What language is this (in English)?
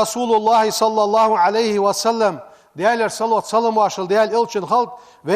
Ingush